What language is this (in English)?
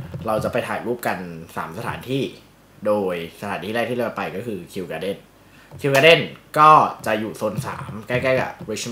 Thai